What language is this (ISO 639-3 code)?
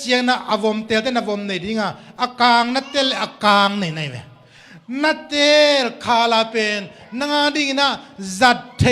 ctd